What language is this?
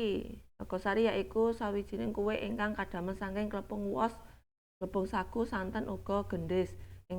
Javanese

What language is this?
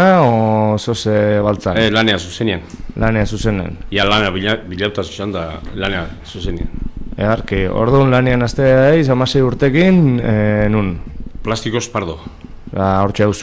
Basque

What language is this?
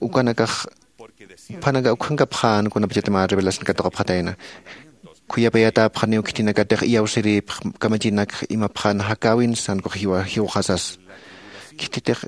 Aymara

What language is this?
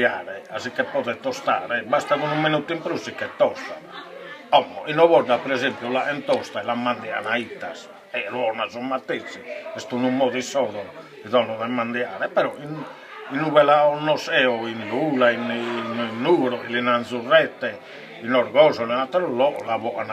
Sardinian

